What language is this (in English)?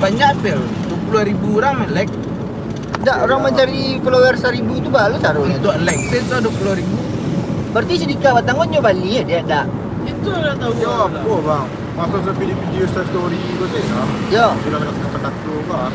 Minangkabau